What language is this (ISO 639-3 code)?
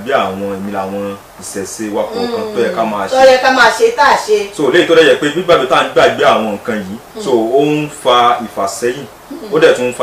yor